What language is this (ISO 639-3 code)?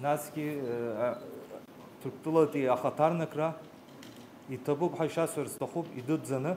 abk